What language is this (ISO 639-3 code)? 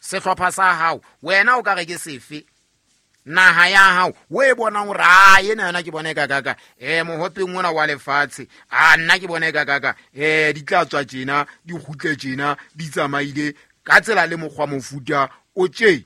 sot